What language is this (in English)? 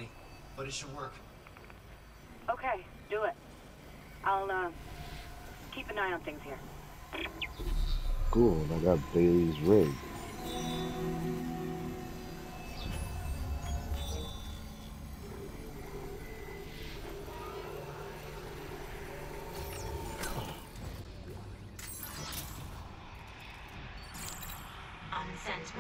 English